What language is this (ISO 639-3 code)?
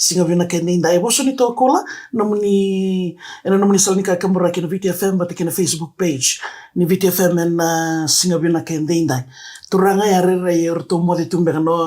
fij